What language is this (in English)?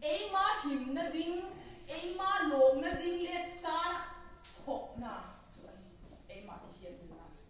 Vaiphei